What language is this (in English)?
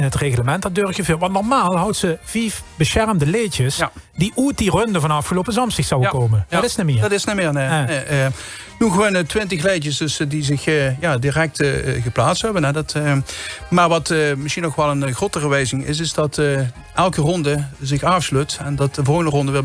Limburgish